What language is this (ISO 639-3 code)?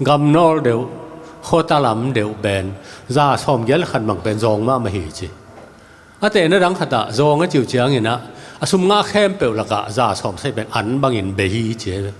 ctd